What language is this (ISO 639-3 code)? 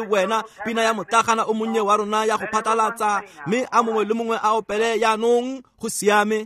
tsn